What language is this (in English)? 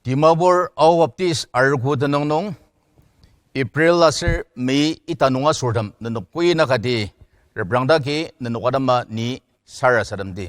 Ao Naga